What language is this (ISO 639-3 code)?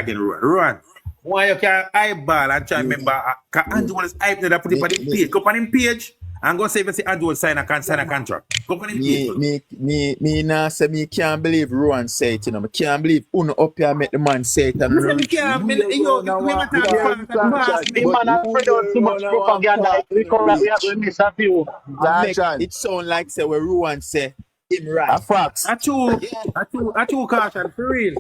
jam